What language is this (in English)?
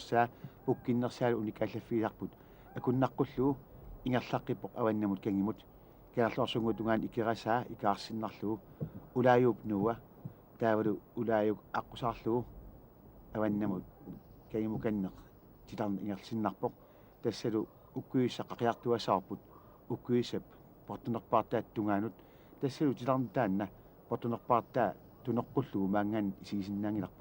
Kalaallisut